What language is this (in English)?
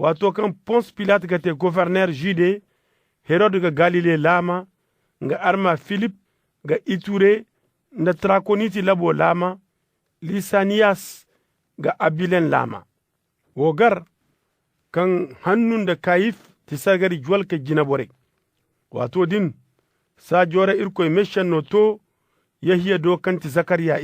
Zarma